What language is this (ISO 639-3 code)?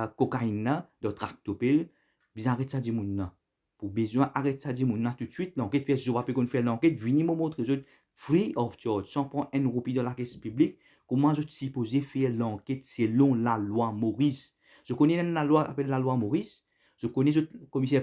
mfe